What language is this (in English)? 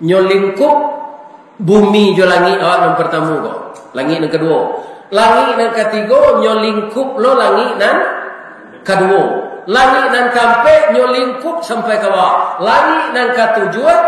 Minangkabau